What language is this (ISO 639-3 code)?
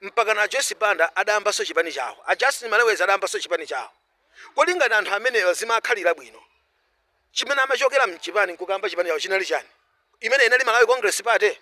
nya